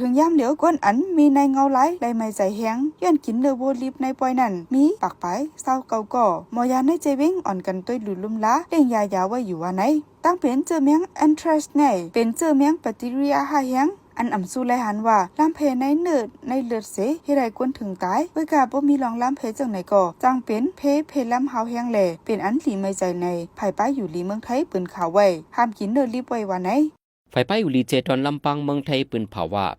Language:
Shan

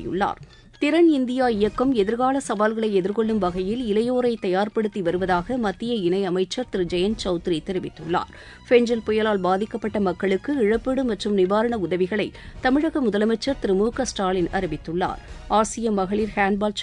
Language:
Tamil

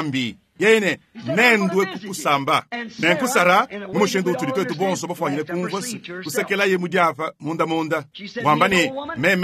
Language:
Luba-Lulua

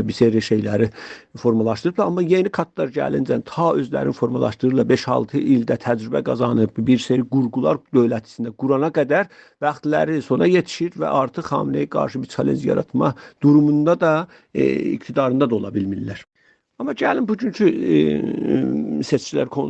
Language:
South Azerbaijani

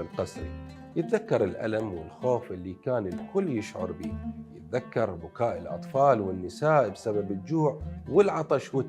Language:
Mesopotamian Arabic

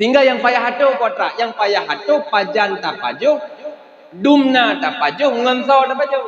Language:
Achinese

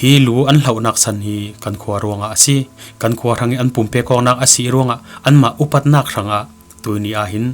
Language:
Falam Chin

